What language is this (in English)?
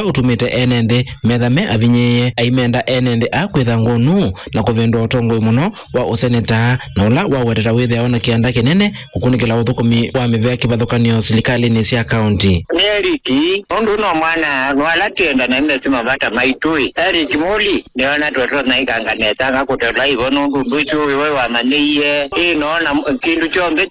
Kamba